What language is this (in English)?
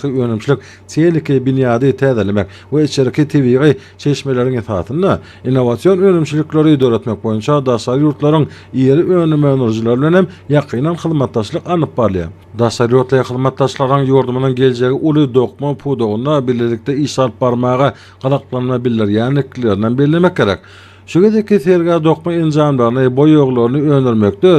Turkmen